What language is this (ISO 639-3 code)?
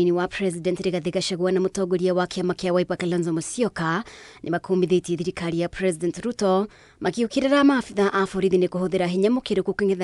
kik